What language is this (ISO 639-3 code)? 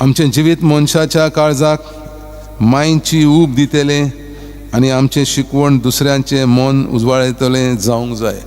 kok